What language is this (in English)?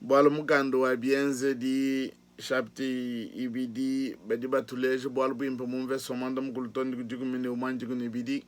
Luba-Lulua